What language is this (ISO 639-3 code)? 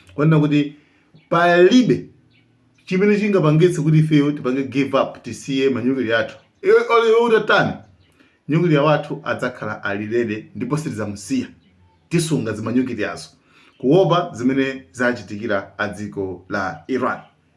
nya